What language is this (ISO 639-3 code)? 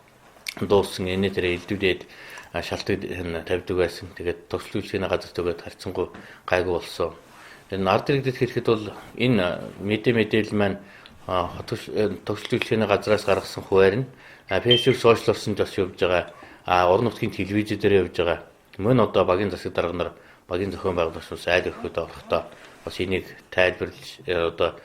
mon